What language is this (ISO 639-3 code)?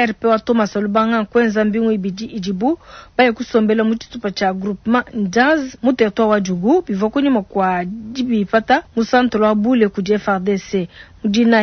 lua